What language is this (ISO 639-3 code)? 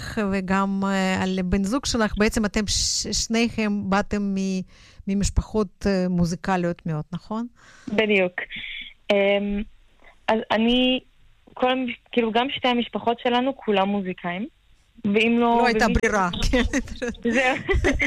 heb